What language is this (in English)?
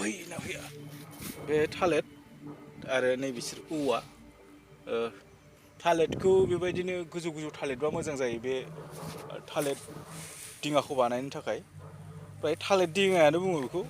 Bodo